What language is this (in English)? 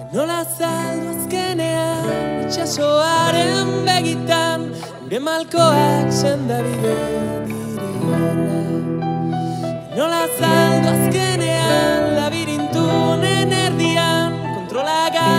Basque